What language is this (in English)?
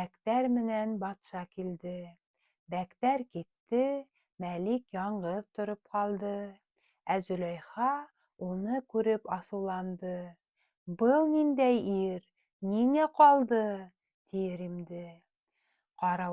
Bashkir